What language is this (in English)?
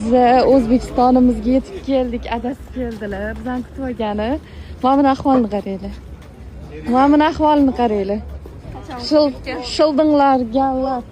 Uzbek